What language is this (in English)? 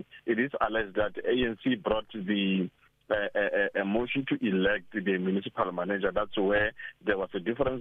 English